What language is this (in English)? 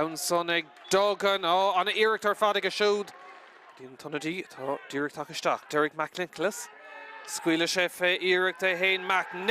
Irish